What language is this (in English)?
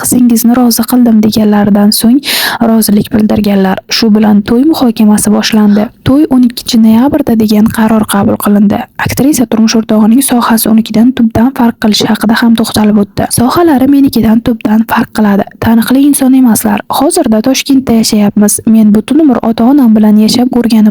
Uzbek